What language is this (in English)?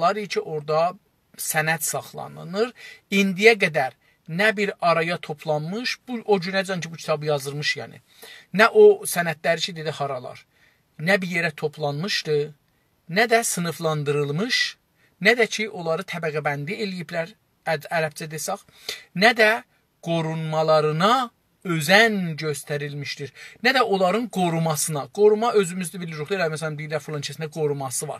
South Azerbaijani